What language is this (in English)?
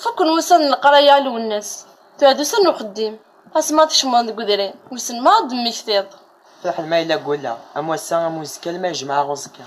Kabyle